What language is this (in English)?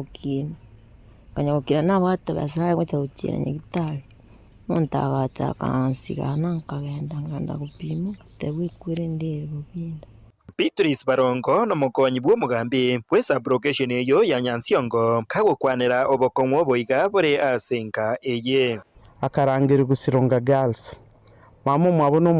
Gusii